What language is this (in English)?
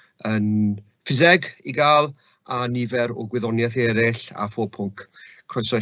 Welsh